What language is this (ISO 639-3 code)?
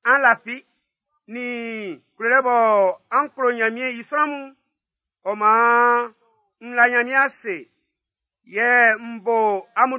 bci